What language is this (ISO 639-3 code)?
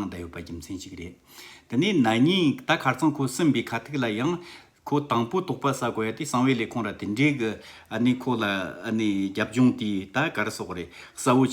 bod